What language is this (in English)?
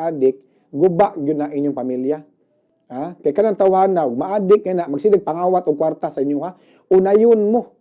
Cebuano